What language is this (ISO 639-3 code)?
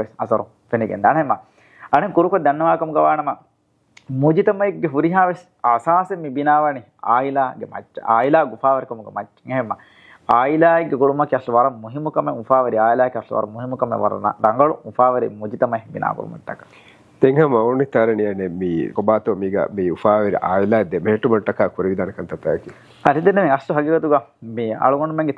div